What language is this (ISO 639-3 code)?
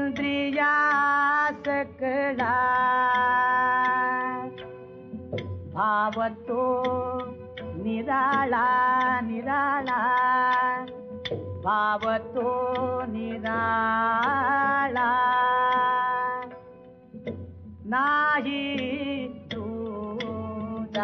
mar